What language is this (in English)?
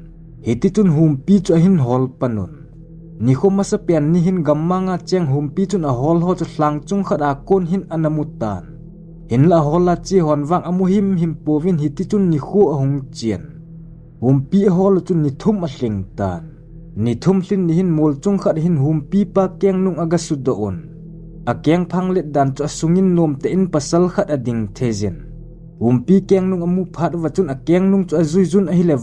Thado Chin